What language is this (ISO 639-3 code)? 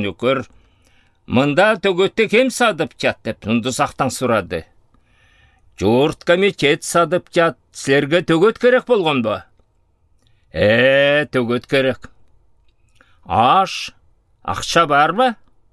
alt